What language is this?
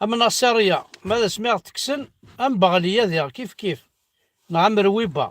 Kabyle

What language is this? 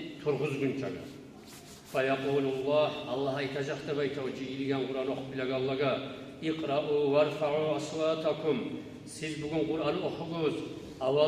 Kumyk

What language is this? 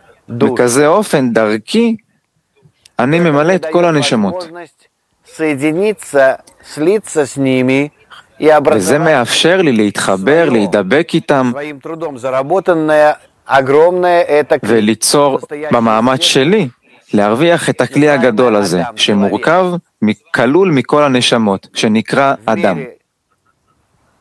Hebrew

